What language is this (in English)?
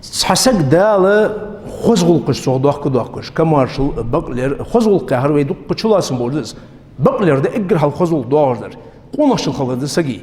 Ingush